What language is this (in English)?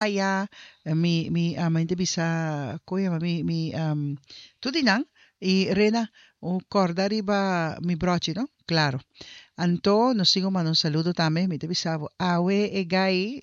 Papiamento